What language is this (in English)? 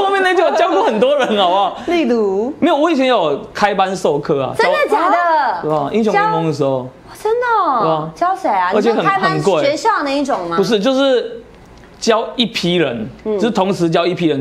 Chinese